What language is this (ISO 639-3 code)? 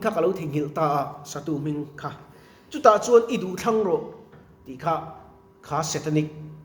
lus